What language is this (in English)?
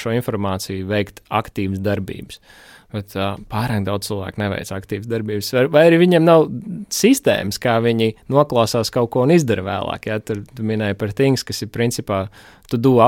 Latvian